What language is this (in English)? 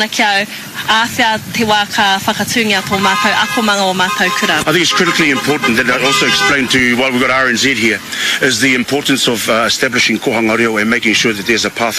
Māori